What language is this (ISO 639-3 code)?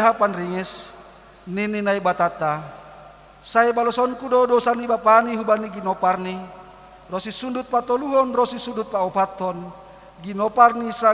bts